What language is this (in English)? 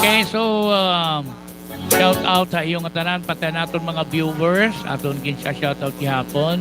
Waray